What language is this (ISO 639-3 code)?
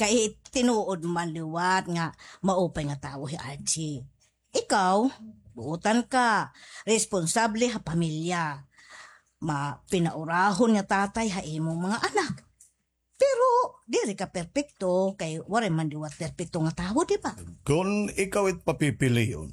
war